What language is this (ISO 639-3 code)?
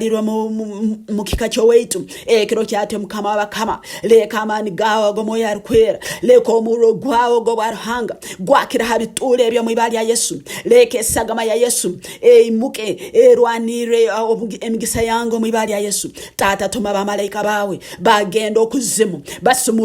nyn